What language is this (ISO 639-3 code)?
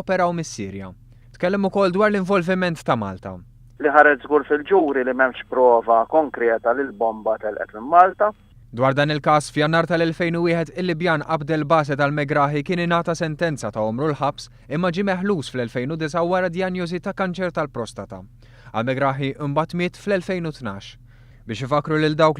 mlt